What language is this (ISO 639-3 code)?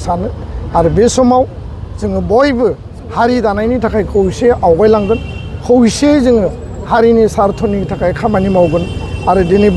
brx